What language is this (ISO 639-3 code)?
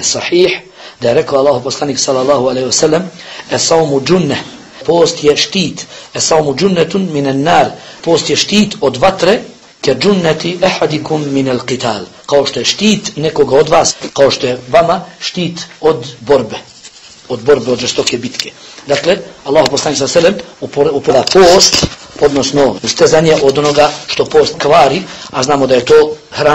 bos